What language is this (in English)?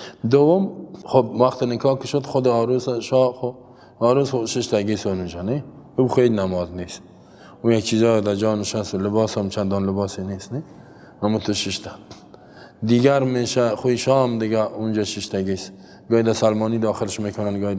Persian